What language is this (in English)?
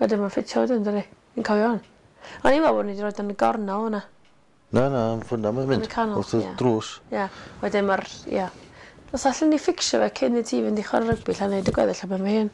Welsh